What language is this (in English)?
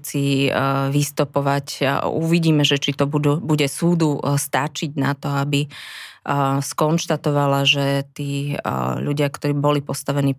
Slovak